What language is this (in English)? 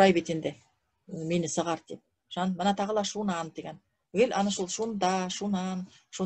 Bashkir